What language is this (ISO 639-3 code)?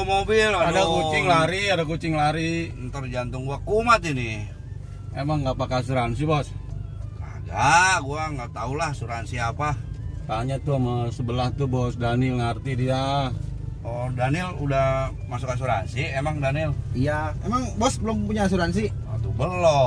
bew